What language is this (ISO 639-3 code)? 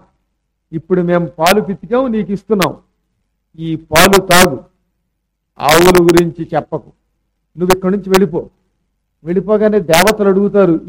tel